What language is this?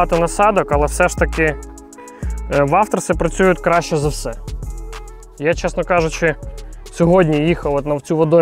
Ukrainian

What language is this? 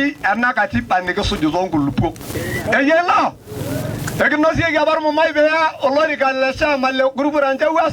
Masai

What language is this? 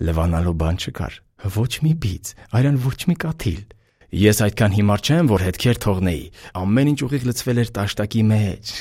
Armenian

